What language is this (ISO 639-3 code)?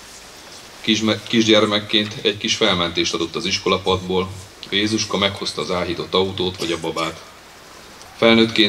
hun